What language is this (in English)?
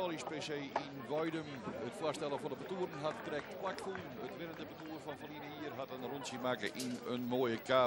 Western Frisian